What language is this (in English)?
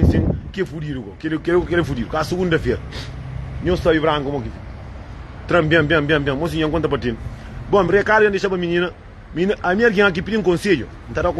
Kabuverdianu